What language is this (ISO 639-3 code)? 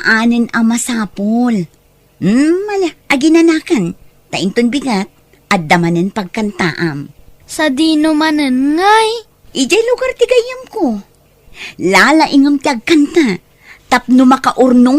ilo